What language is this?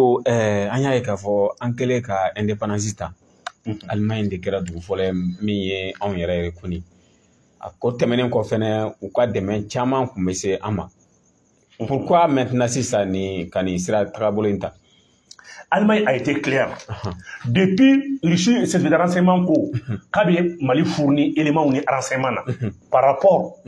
Bambara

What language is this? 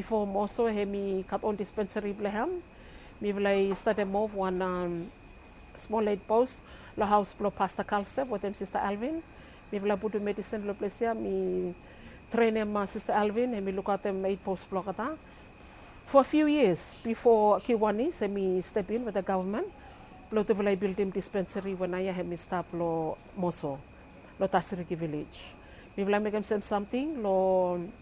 Bislama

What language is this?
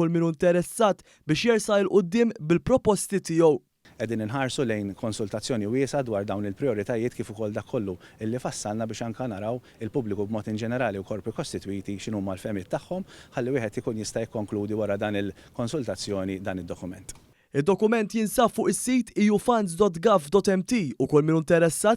Maltese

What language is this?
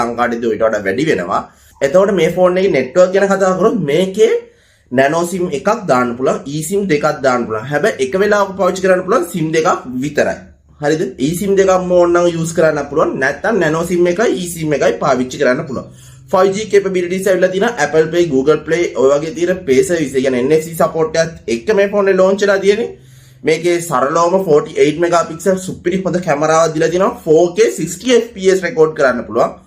Sinhala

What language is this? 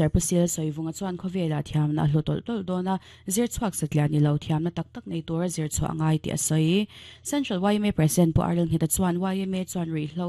Mizo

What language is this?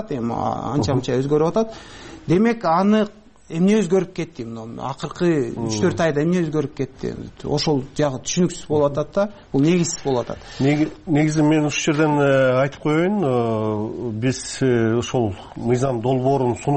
Kyrgyz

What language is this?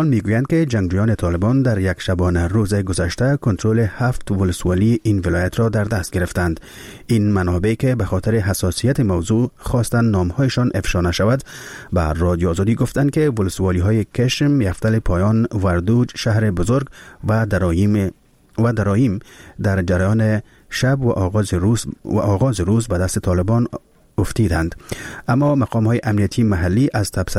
Persian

